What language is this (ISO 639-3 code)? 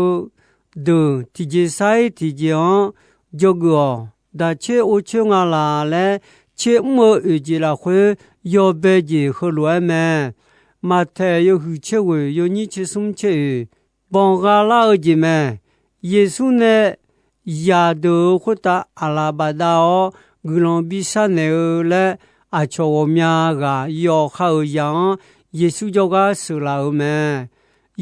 ahk